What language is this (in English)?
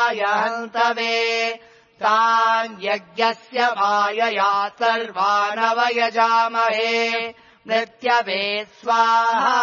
Sanskrit